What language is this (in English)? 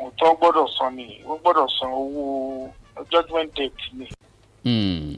Yoruba